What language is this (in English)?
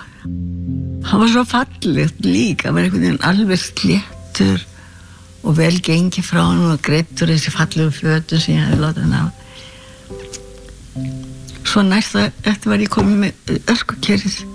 Icelandic